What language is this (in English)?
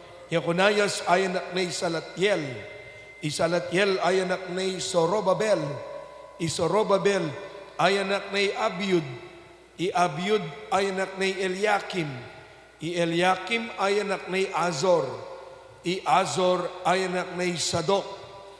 Pampanga